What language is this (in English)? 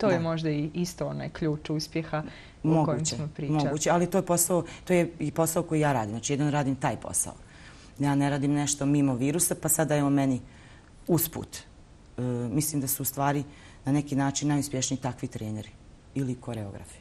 Bosnian